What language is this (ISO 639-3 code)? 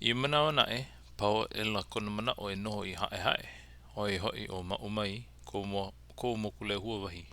haw